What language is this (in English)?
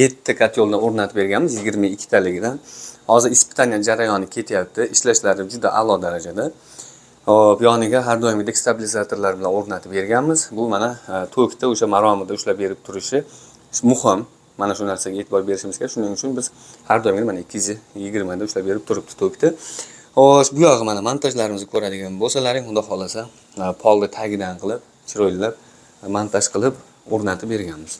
Uzbek